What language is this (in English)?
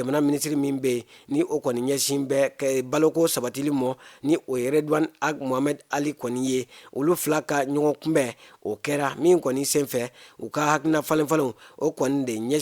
Bambara